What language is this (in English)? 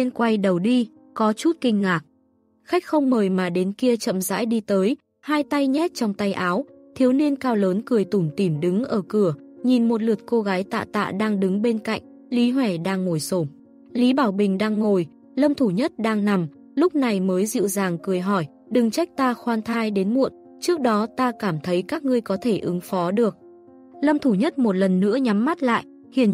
Vietnamese